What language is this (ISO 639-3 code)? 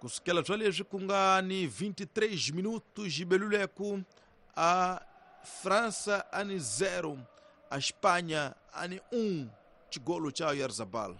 tso